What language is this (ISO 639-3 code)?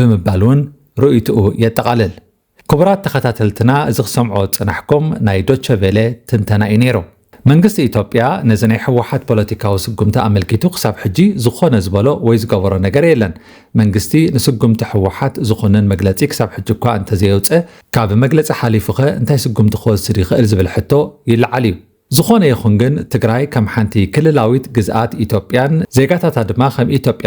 tir